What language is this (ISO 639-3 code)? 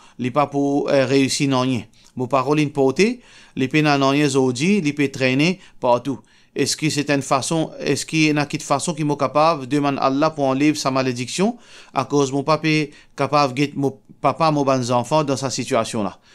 mfe